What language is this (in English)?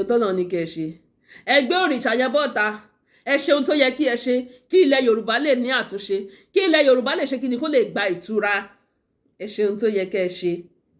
Yoruba